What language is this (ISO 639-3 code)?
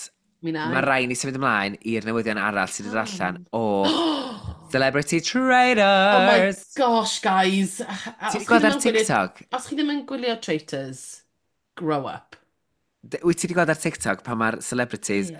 cym